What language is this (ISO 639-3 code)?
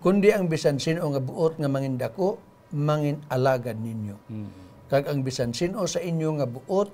hil